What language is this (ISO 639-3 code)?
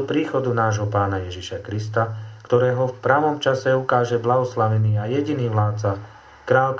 slk